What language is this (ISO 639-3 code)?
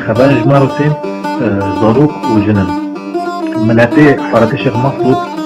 kur